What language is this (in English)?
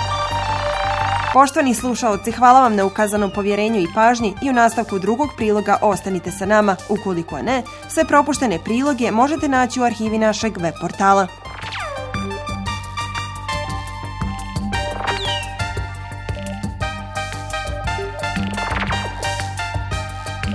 Bosnian